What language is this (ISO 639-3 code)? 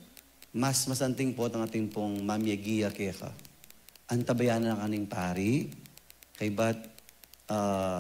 pam